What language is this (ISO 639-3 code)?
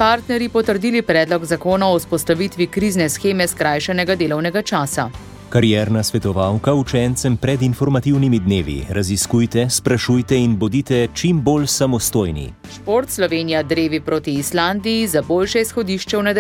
slv